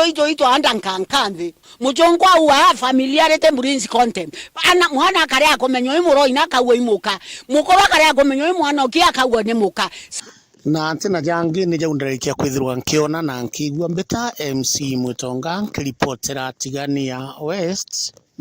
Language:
Meru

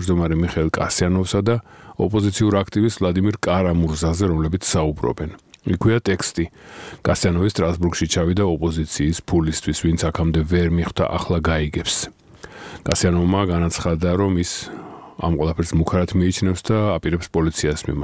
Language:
Georgian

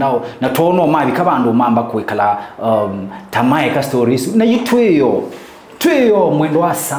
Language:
Kamba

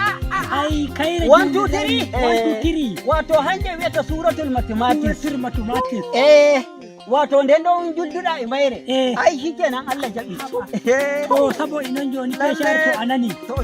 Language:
Nigerian Fulfulde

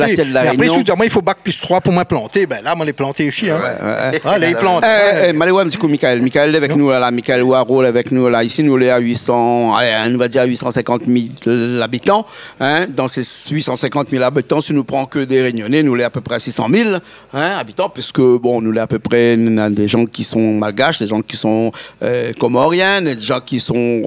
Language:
Réunion Creole French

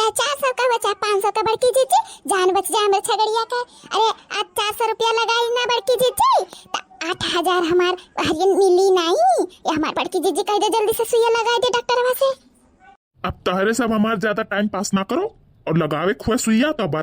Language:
Awadhi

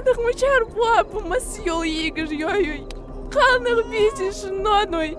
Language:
Ingush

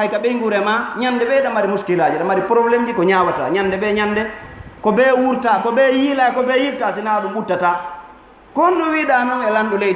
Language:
Fula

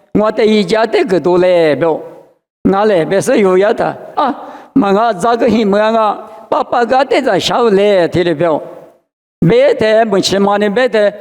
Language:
Lisu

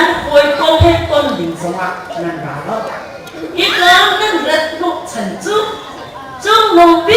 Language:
Hakha Chin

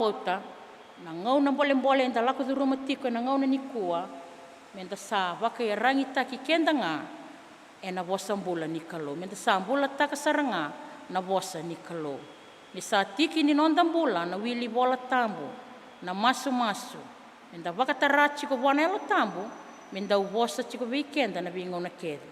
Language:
Fijian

